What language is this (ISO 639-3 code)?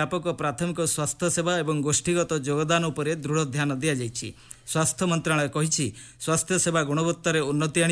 ori